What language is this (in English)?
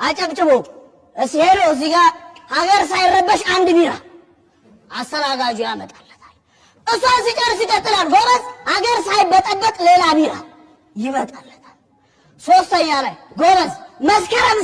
Amharic